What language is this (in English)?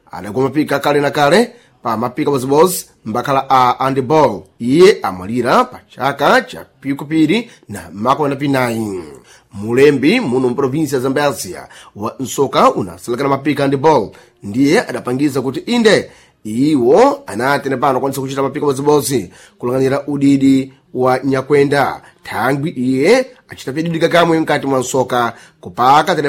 Sena